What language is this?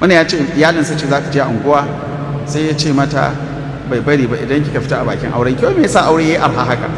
Hausa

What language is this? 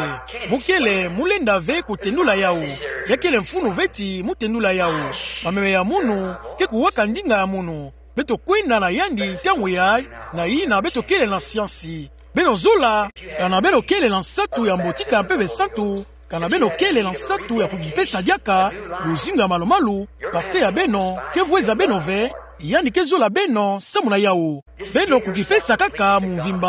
Kituba (Democratic Republic of Congo)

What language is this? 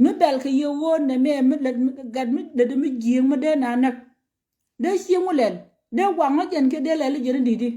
Nuer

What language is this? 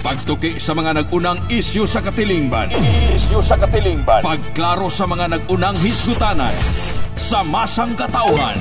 Cebuano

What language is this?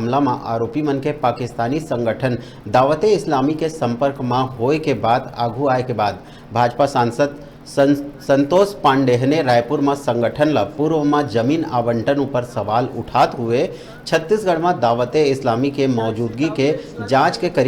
Chhattisgarhi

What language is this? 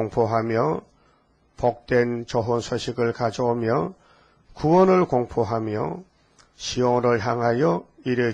Korean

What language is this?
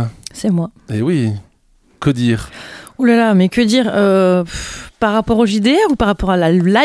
French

